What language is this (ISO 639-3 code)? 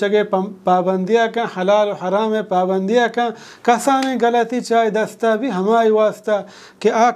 bal